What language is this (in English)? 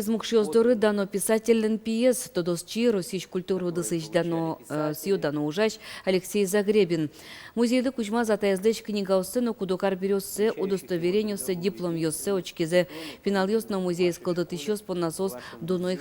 Udmurt